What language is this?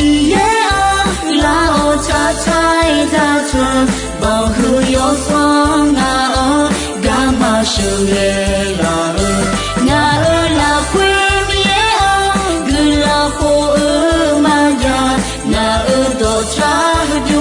Akha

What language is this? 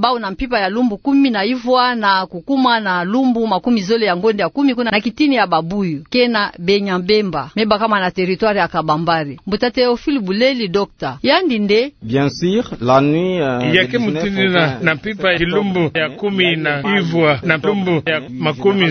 Kituba (Democratic Republic of Congo)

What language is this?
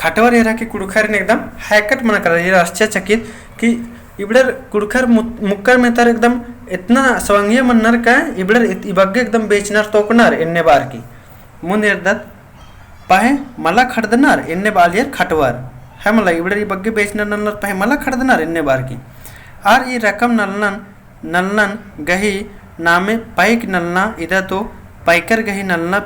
Kurukh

